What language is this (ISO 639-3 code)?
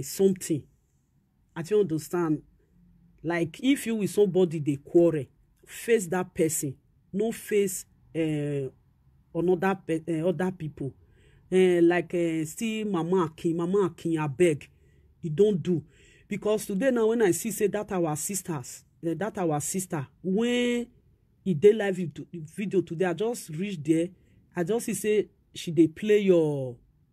pcm